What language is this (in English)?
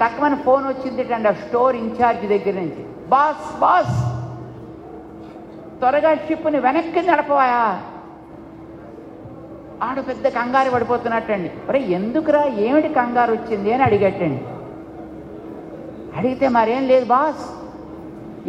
Telugu